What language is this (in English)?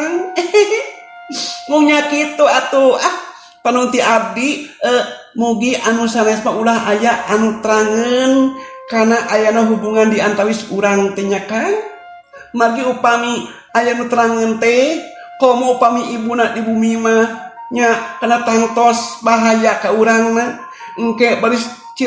Sundanese